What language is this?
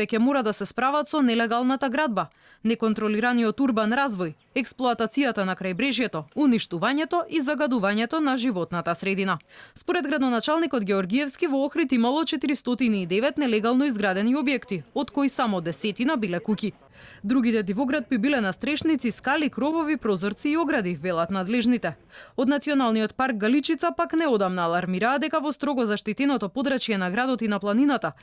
Macedonian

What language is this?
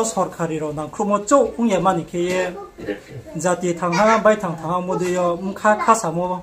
Riang (India)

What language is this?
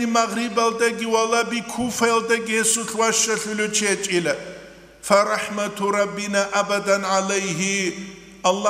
Avaric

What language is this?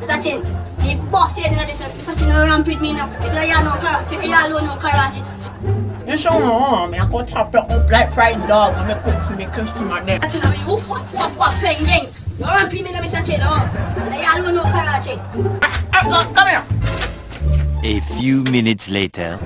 Jamaican Creole English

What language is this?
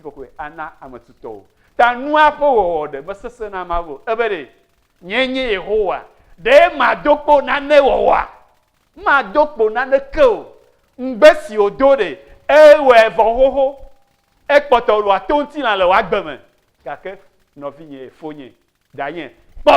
Ewe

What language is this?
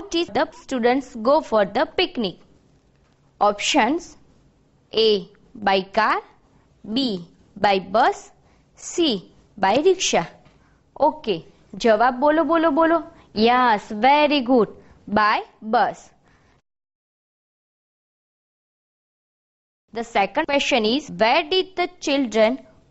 Gujarati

